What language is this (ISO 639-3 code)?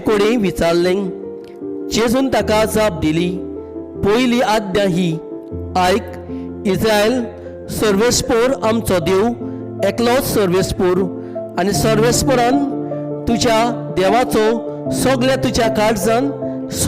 kok